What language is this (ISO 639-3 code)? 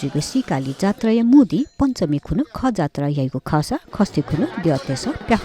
new